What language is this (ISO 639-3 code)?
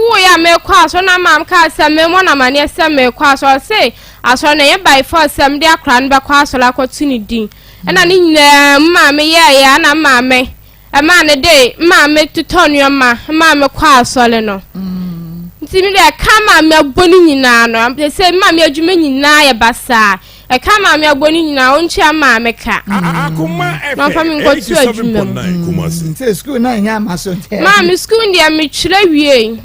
aka